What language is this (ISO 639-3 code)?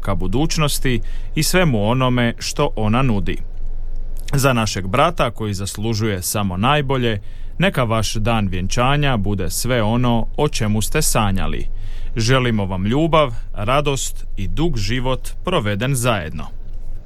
hrv